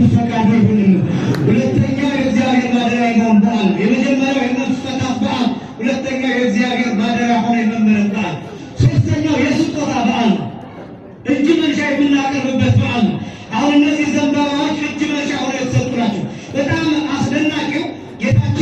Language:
Amharic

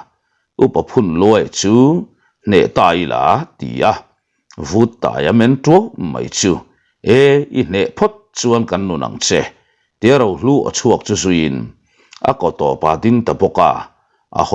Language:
Mizo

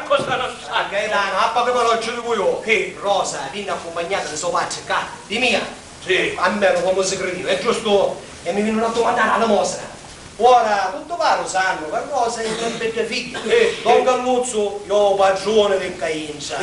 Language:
Sicilian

